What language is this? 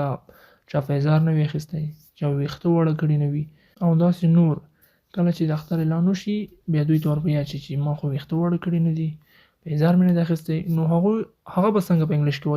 Pashto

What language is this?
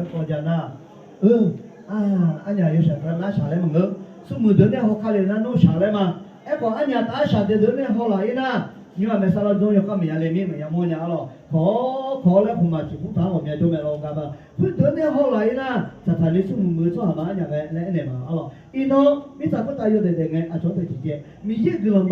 Akha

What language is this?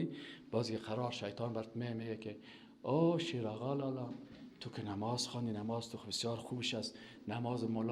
Persian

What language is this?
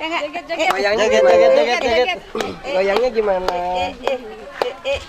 Minangkabau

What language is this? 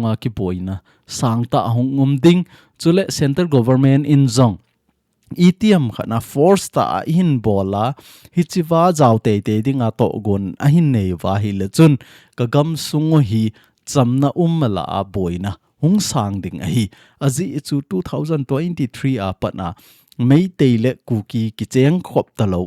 Thado Chin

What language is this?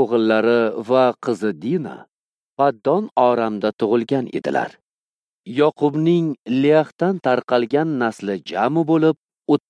Uzbek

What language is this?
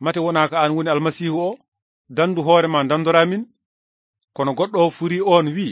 Fula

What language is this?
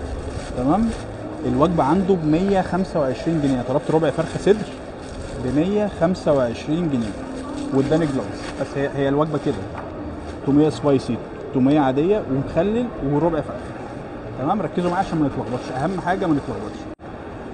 Egyptian Arabic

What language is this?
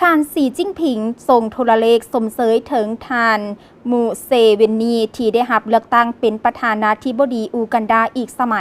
Lao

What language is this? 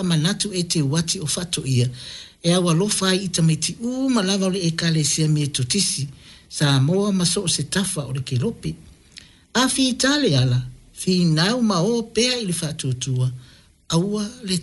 Samoan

